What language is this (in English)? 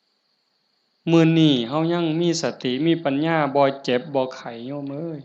Northeastern Thai